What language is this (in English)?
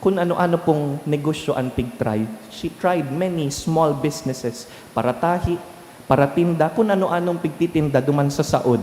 Bikol